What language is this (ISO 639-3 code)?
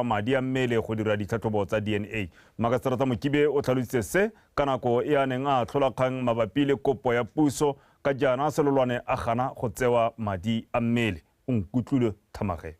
tsn